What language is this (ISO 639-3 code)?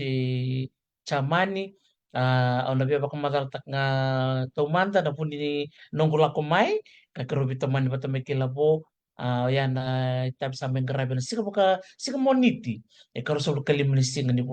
fij